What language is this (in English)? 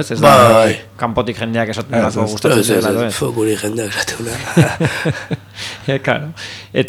Basque